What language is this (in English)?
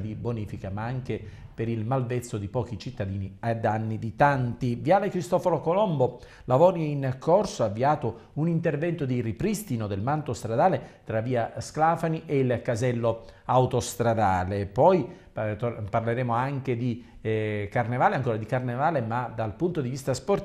Italian